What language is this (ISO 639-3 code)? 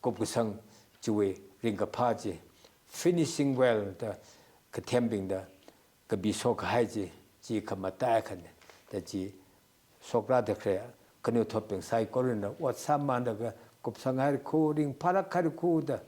nmf